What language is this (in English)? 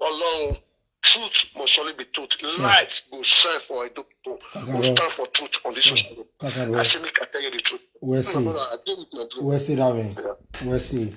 Nigerian Pidgin